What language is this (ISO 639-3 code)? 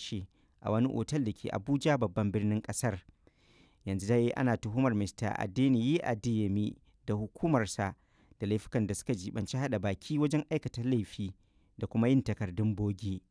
hau